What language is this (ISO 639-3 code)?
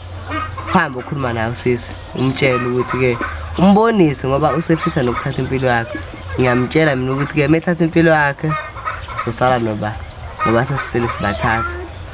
zul